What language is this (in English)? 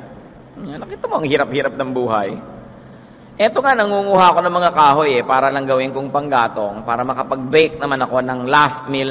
Filipino